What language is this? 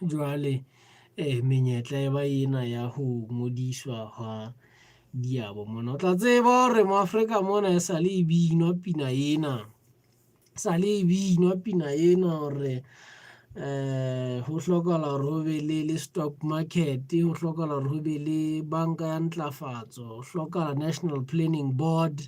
Southern Sotho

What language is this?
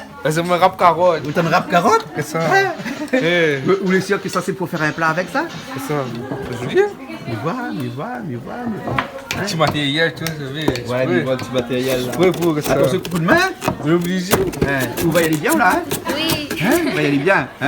Réunion Creole French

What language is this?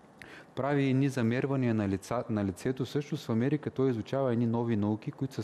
Bulgarian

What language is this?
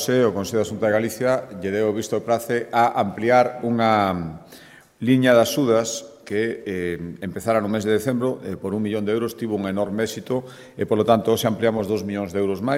Galician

